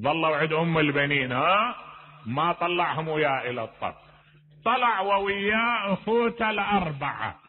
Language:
Mesopotamian Arabic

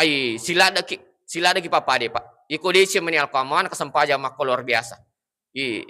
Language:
Buginese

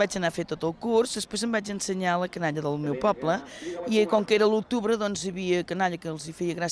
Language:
Catalan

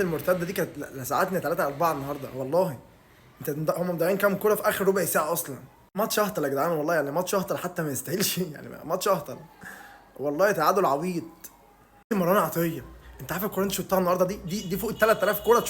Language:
Egyptian Arabic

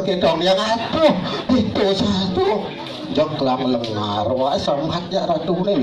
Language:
Balinese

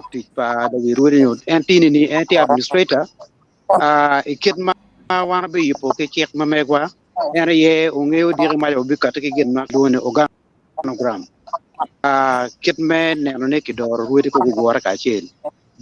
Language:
Acoli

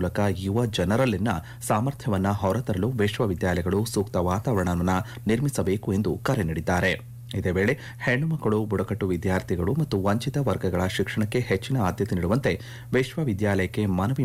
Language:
Kannada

